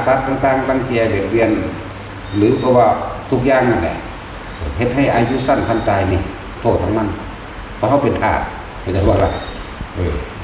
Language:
Northeastern Thai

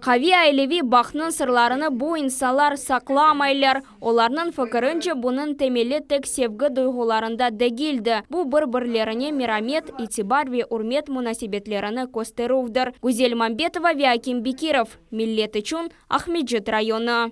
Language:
Crimean Tatar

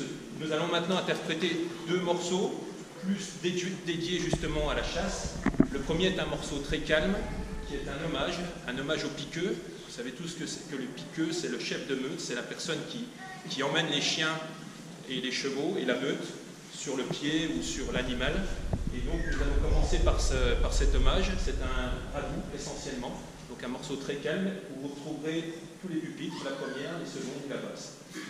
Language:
French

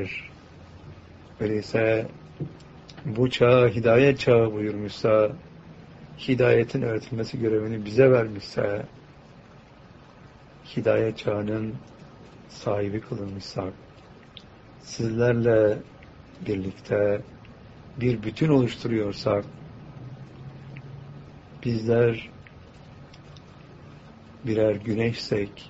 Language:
Turkish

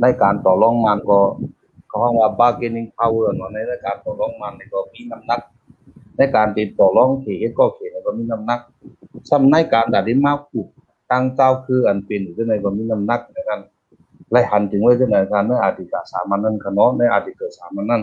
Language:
Shan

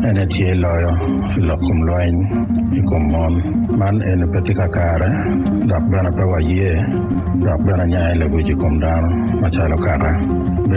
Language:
Acoli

